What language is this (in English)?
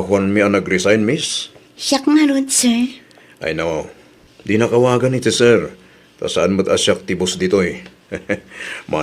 Iloko